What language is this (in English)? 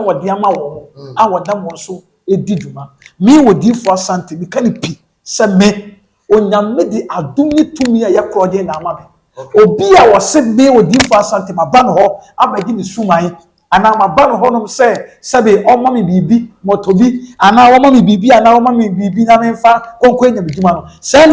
Akan